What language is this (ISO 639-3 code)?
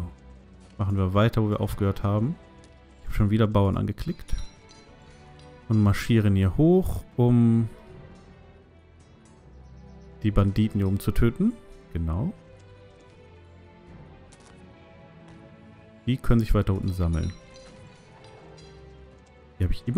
deu